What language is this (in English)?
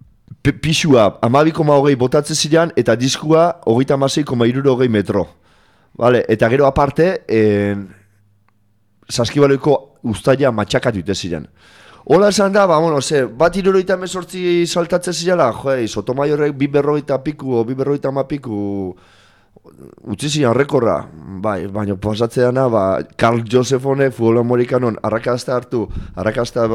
Basque